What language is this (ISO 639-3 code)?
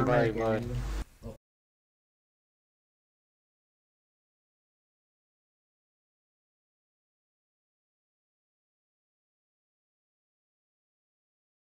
hun